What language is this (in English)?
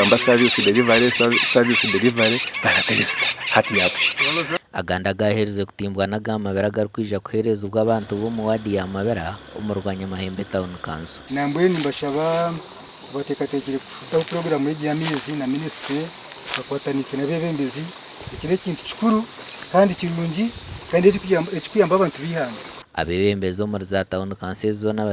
Nyankole